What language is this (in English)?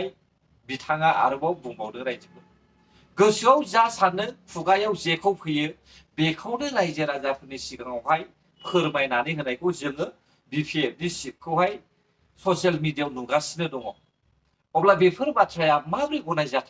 Bodo